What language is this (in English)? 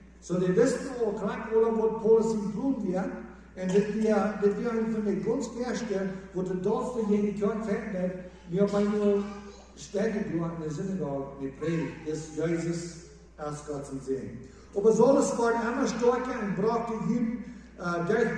Plautdietsch